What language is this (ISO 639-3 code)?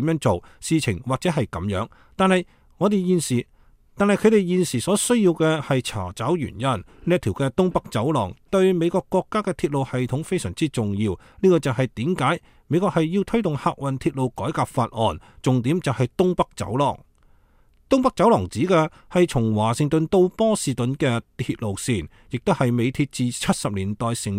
yue